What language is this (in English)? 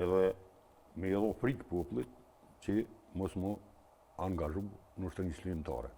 Albanian